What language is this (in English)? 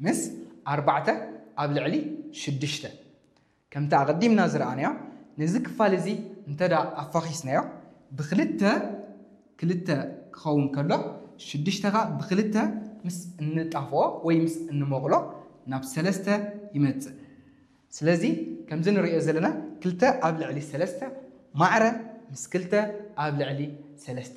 Tigrinya